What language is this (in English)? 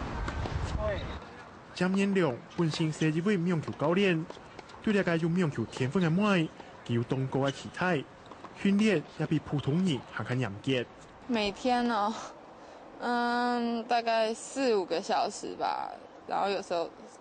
Hakka Chinese